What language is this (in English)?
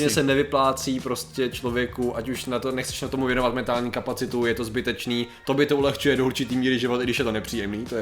Czech